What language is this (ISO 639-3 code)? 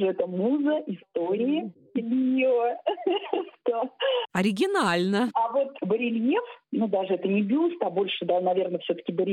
rus